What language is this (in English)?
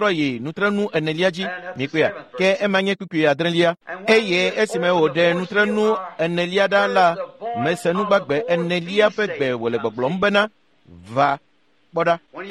Ewe